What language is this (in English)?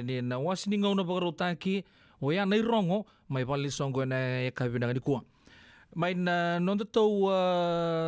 Fijian